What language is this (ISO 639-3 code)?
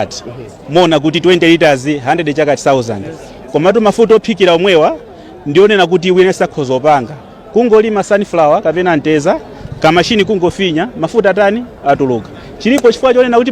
nya